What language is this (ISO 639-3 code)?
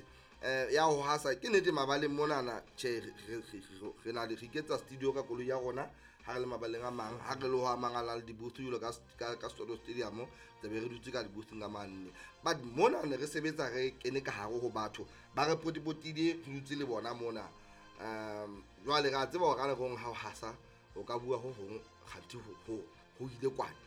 sot